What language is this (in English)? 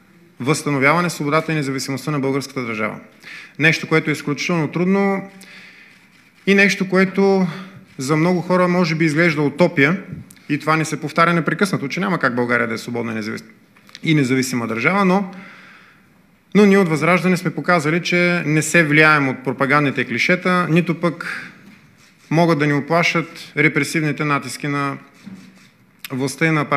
Bulgarian